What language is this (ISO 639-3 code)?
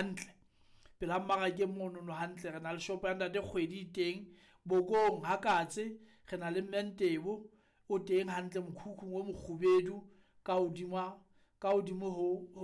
sot